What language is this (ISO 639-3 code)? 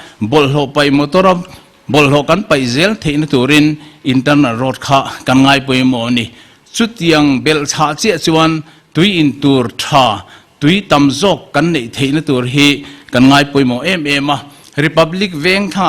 lus